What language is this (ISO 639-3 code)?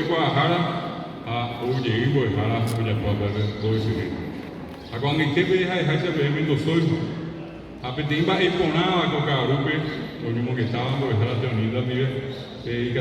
grn